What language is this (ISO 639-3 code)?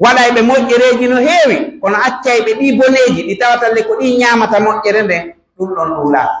fuf